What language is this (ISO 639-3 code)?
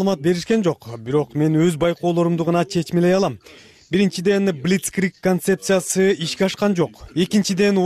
kir